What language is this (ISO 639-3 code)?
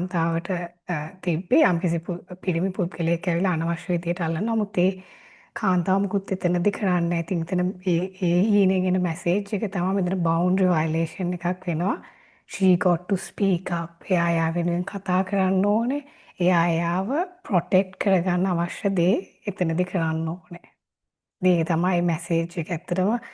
sin